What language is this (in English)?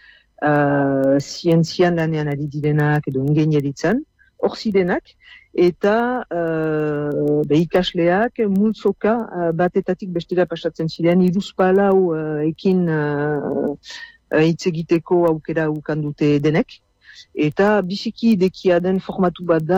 Basque